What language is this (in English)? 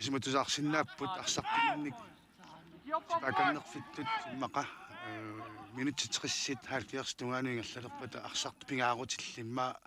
Kalaallisut